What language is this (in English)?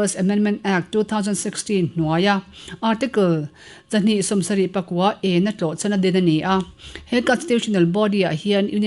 Mizo